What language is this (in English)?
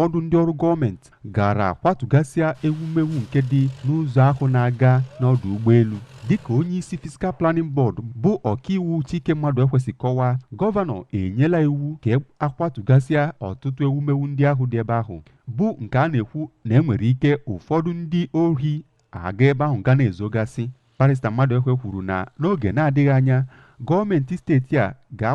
Igbo